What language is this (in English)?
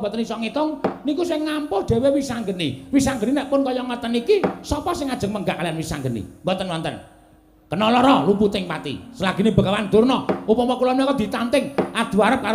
Javanese